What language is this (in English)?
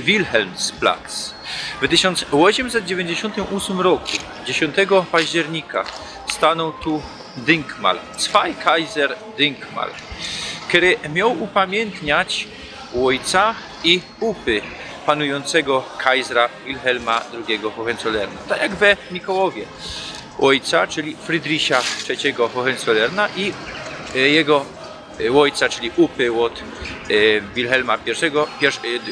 Silesian